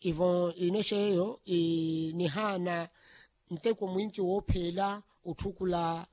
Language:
Makhuwa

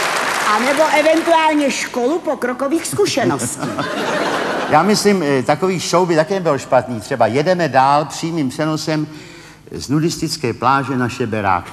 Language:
Czech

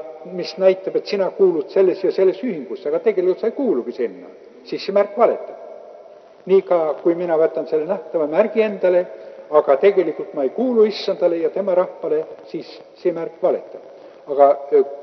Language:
Estonian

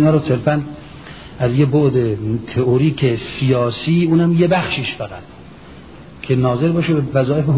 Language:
Persian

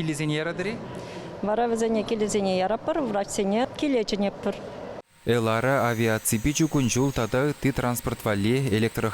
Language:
Chuvash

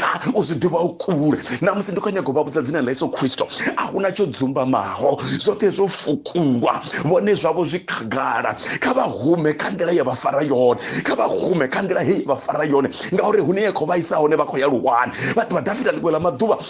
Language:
Venda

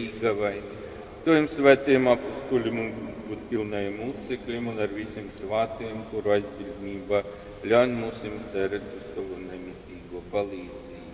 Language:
Latgalian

